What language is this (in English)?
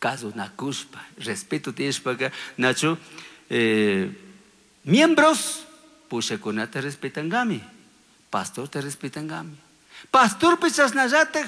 Chimborazo Highland Quichua